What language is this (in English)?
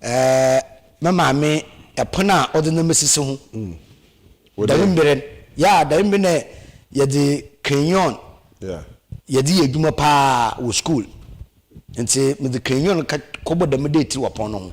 Akan